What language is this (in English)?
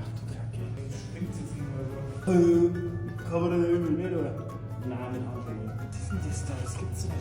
Bavarian